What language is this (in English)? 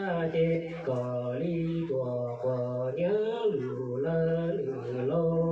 Hmong